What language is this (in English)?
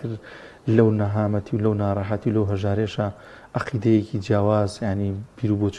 Central Kurdish